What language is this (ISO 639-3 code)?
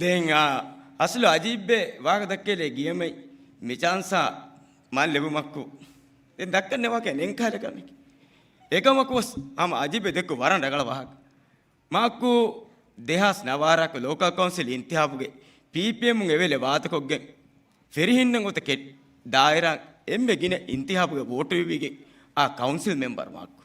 div